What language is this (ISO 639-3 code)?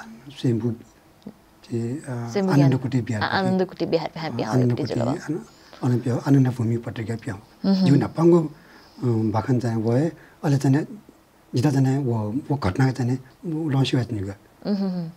new